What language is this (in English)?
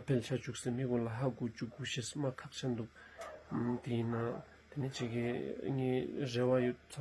Ladakhi